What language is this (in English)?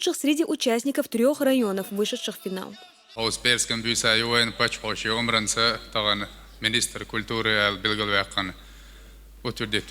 Chechen